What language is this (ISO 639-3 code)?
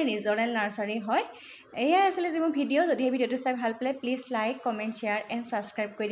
asm